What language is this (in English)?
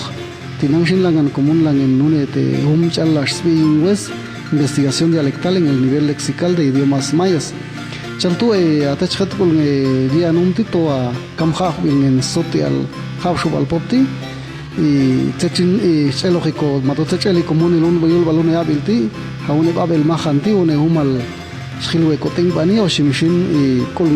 Popti'